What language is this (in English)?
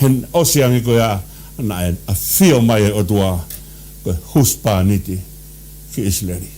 Tongan